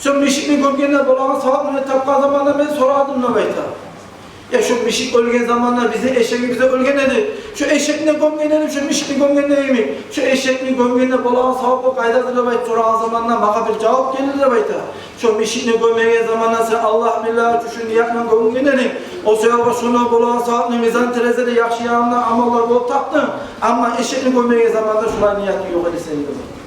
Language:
Kumyk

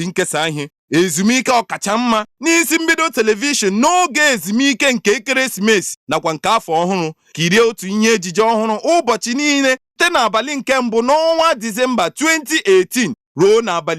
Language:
Igbo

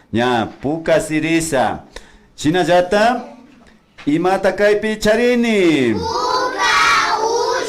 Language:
Imbabura Highland Quichua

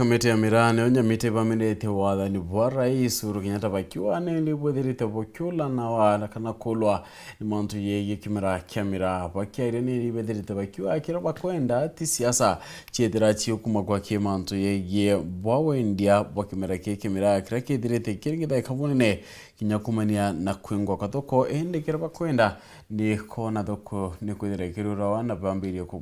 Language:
Meru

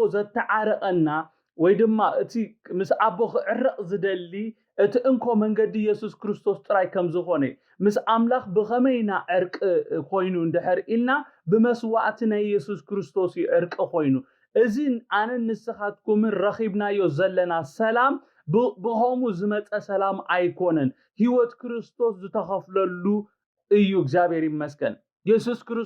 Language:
Tigrinya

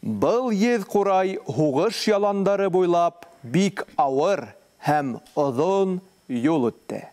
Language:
Bashkir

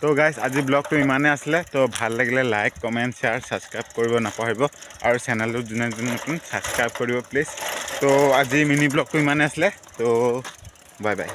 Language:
Assamese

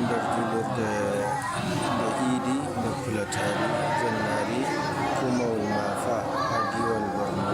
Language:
Nigerian Fulfulde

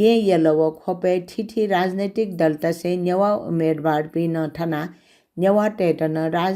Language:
Newari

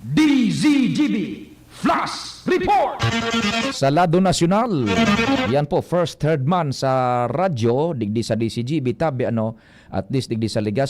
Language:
Bikol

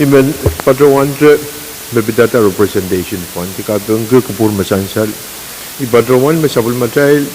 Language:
Pohnpeian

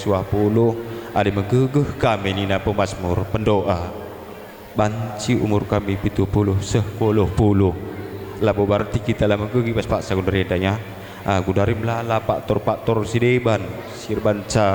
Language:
Batak Karo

